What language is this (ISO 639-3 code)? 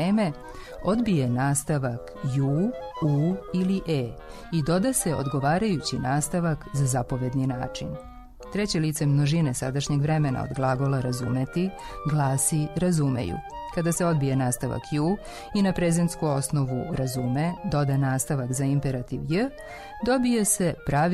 srp